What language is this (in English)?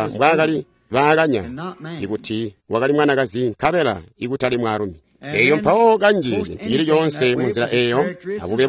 Tonga (Zambia)